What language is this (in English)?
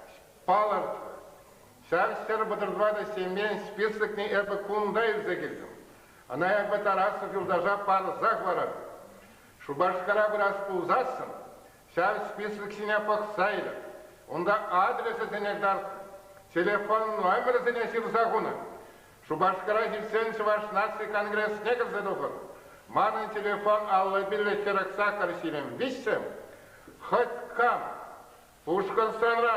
Chuvash